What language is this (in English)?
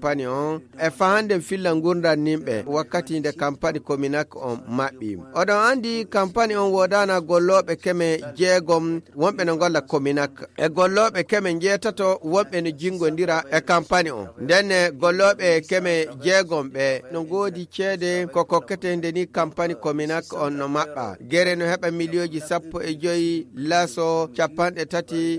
Fula